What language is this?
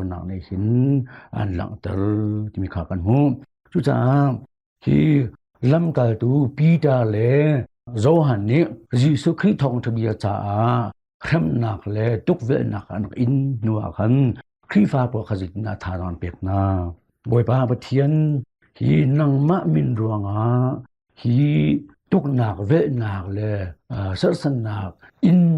Hakha Chin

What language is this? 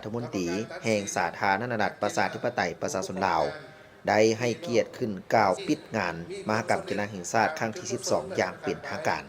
Lao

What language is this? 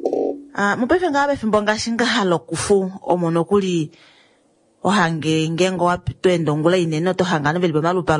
Kuanyama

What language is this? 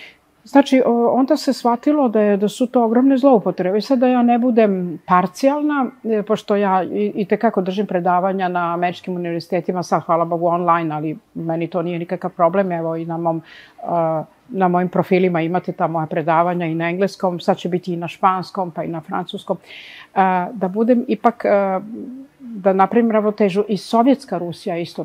Serbian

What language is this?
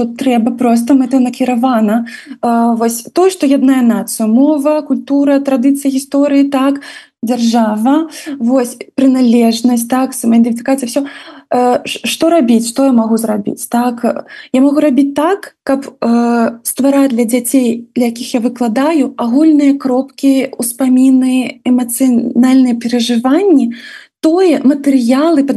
Belarusian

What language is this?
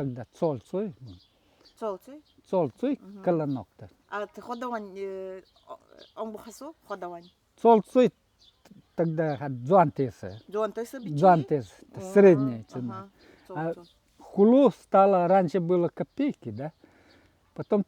Nanai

